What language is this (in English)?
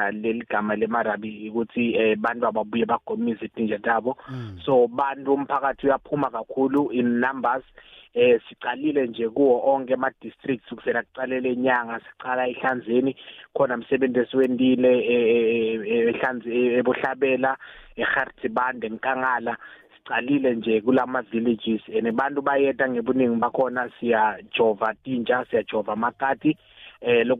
Swati